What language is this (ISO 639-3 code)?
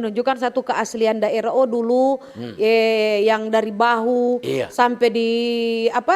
xmm